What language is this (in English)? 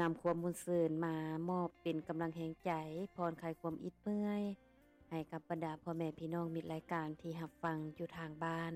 Lao